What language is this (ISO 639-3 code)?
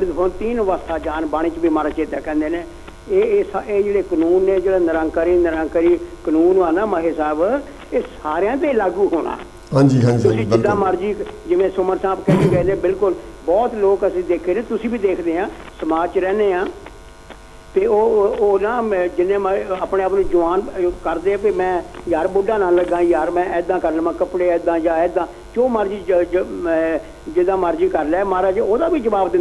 pan